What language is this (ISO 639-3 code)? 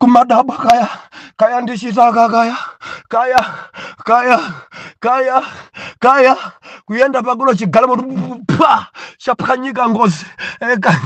nya